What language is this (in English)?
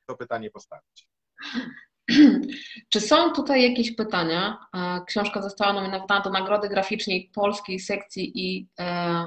Polish